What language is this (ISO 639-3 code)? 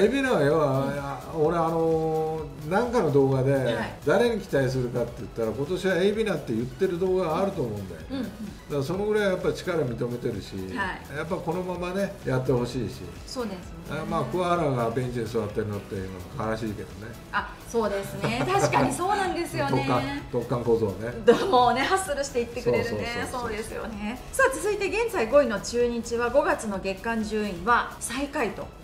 jpn